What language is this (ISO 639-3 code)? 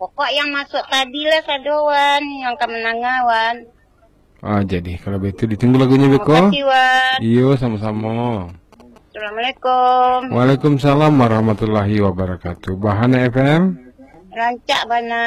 min